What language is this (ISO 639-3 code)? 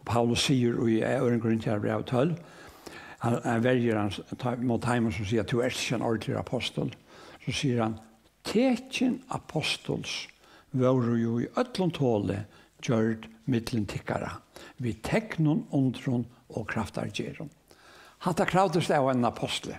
fao